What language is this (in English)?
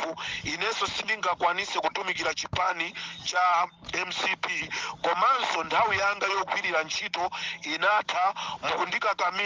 Nyanja